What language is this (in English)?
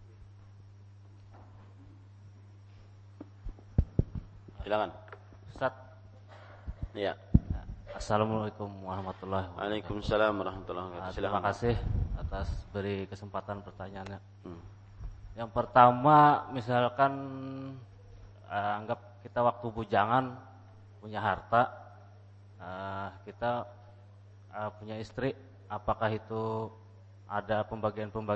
Indonesian